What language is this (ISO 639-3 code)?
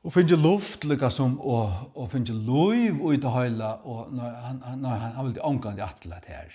fao